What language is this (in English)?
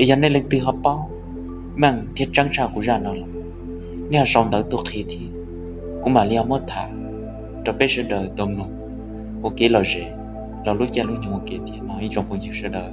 Hmong